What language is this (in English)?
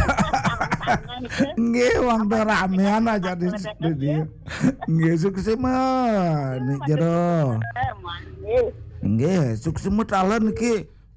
Balinese